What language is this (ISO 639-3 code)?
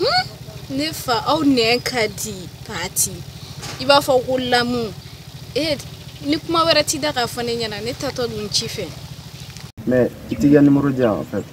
bam